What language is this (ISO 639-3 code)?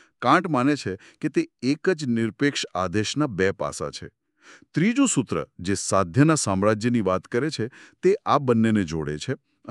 guj